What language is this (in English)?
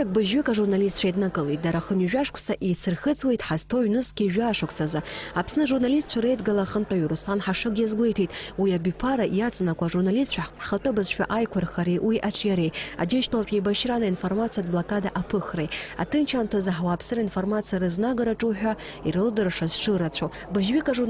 Abkhazian